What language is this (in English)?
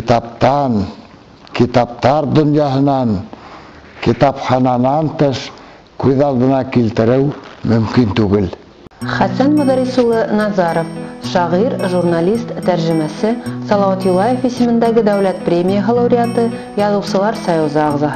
Bashkir